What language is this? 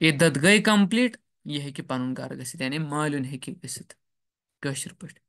Kashmiri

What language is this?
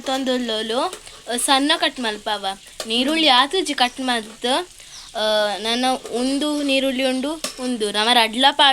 Tulu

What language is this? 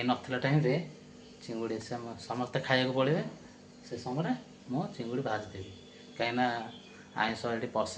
Odia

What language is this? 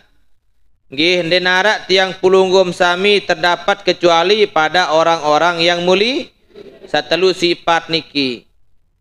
Sasak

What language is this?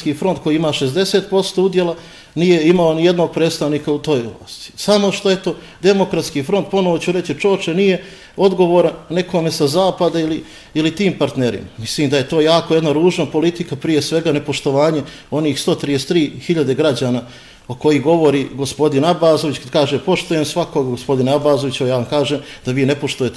Bosnian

